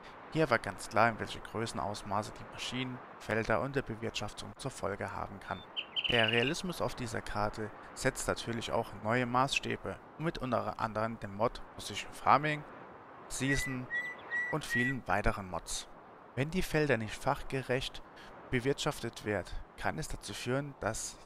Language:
German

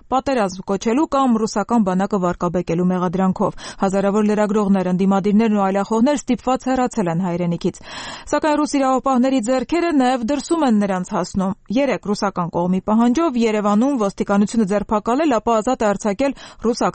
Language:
Armenian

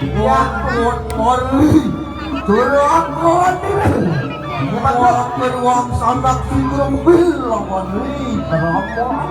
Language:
Balinese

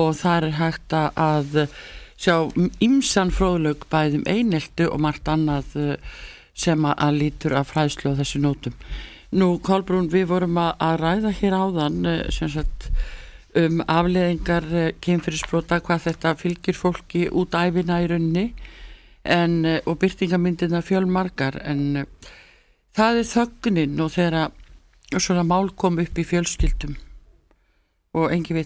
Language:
Icelandic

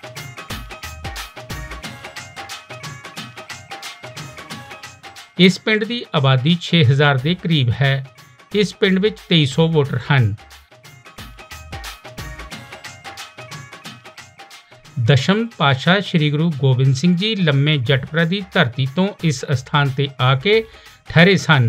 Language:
Punjabi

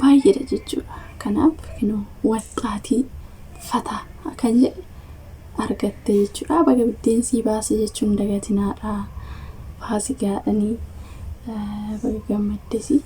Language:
Oromo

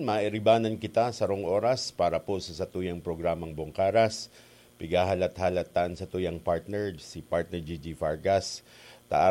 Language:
Bikol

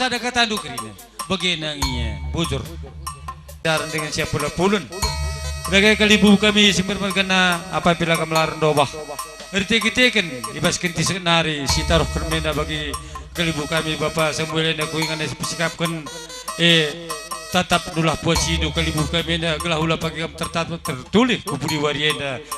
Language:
Batak Karo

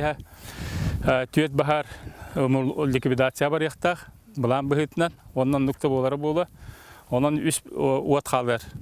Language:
Yakut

